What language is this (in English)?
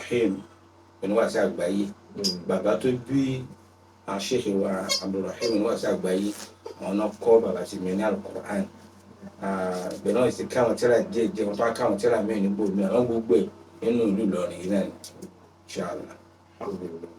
Yoruba